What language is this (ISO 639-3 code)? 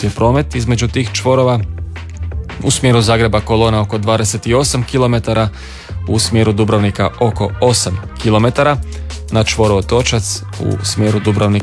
hrv